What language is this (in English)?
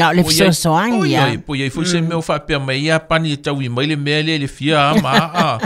Samoan